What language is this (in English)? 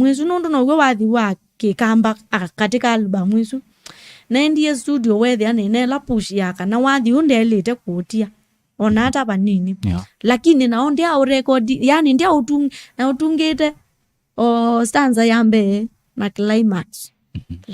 Kamba